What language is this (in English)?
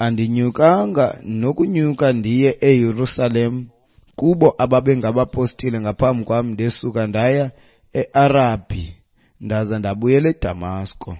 Xhosa